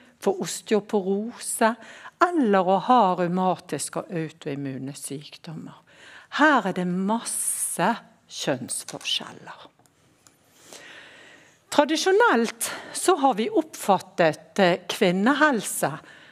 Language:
Norwegian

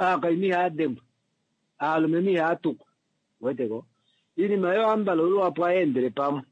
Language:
Kuanyama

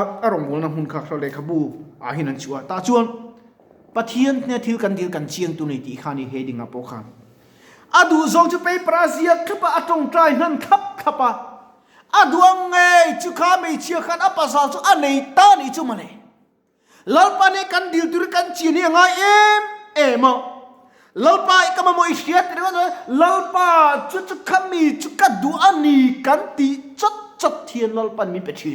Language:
Mizo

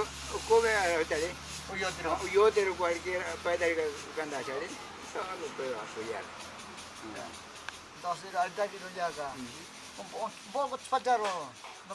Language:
Ashéninka Perené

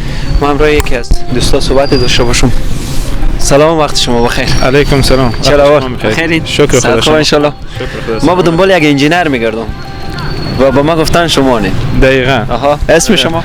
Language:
Persian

